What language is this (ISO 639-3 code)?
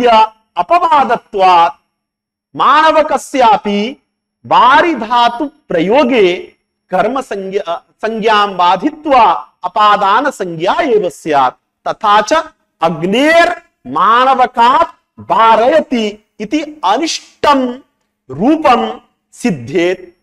san